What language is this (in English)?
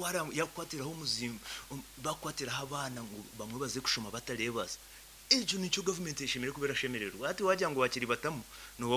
Nyankole